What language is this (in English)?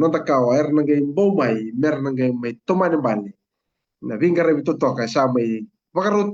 Fijian